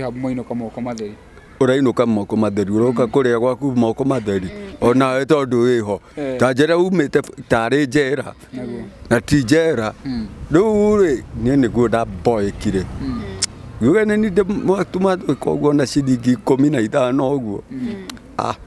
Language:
Kikuyu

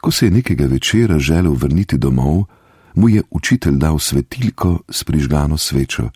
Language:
Slovenian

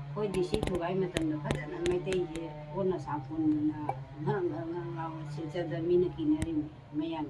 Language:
Manipuri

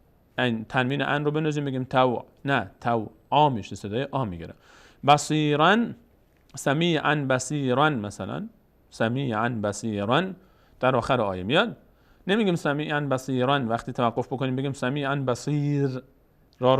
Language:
Persian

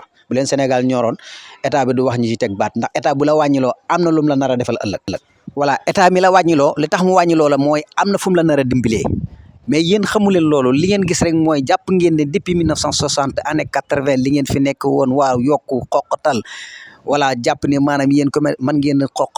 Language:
Wolof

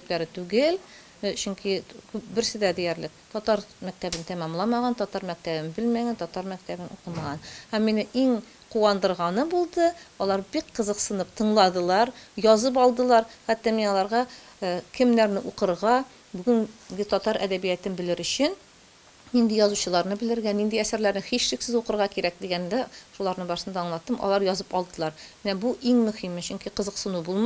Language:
Tatar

